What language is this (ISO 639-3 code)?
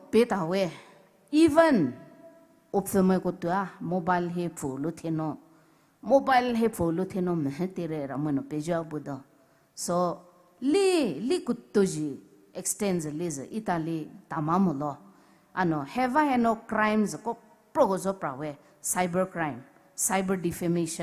pmx